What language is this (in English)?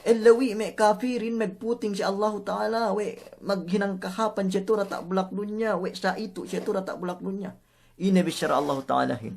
Yakan